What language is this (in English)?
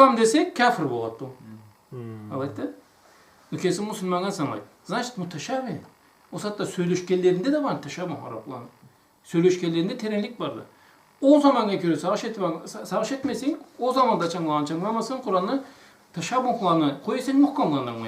Karachay-Balkar